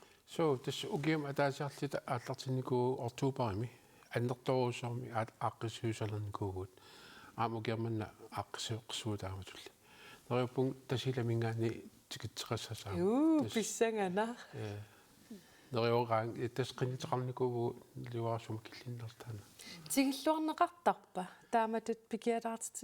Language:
Kalaallisut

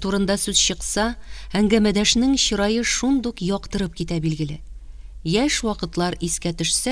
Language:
Tatar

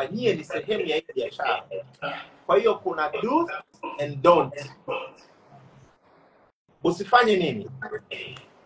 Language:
Swahili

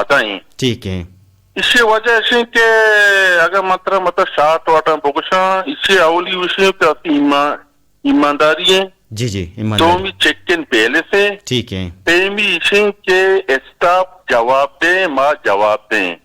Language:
Eastern Balochi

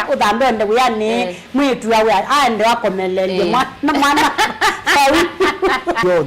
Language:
Kamba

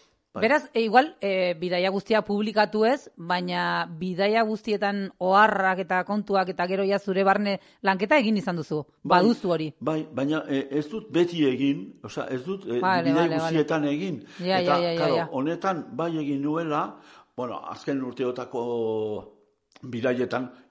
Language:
Basque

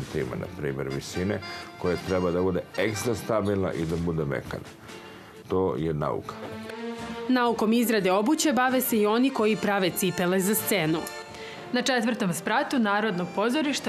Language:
Serbian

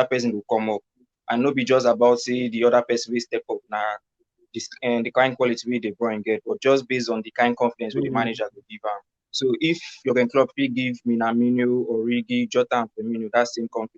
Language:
Nigerian Pidgin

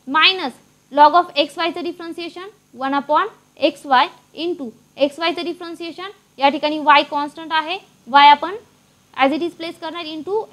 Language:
Marathi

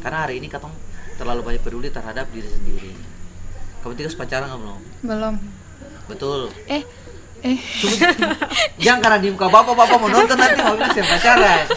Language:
Ambonese Malay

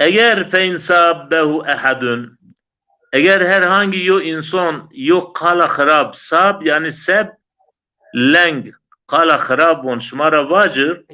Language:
Zaza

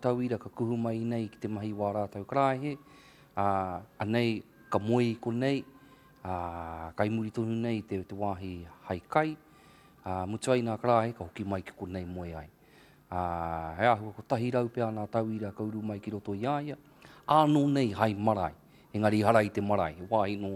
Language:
Māori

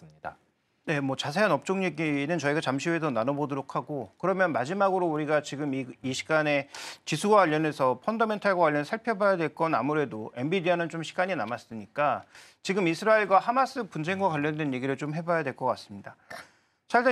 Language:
Korean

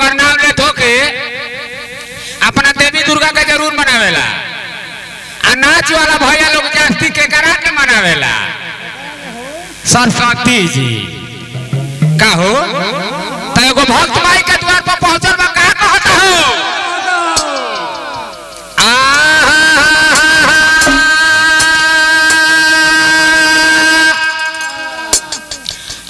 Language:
Bhojpuri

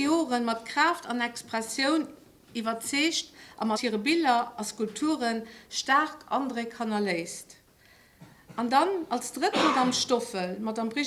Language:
Luxembourgish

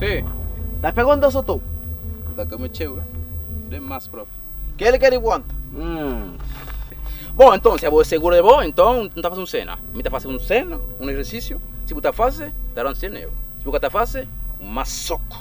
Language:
Kabuverdianu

